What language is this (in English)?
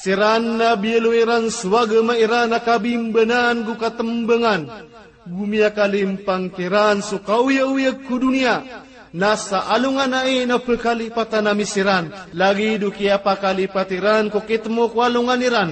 Maranao